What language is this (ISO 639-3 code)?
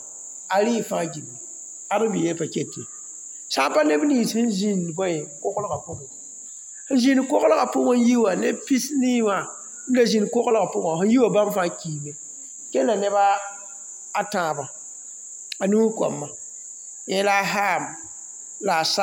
mos